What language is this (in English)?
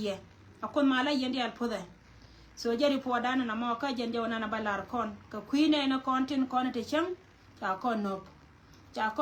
Nuer